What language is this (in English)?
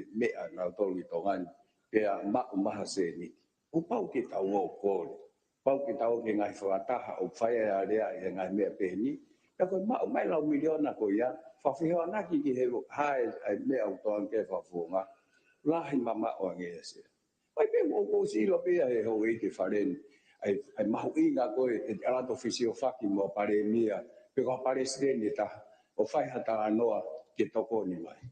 Tongan